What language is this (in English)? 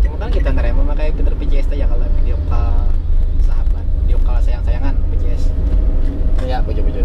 Banjar